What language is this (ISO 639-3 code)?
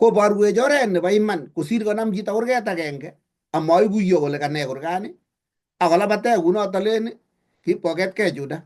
kln